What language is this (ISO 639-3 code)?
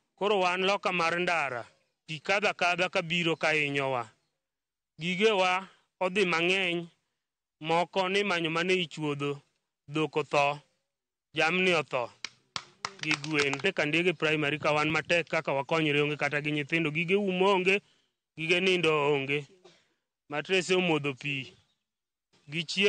luo